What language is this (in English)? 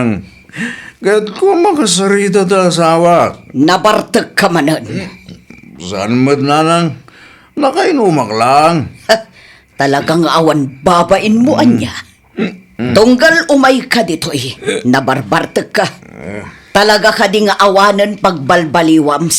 Iloko